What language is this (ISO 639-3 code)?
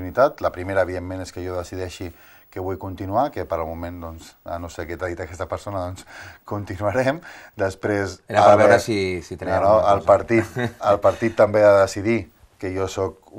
cat